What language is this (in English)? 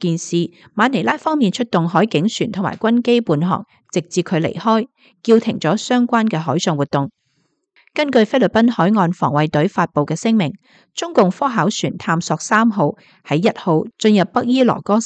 Cantonese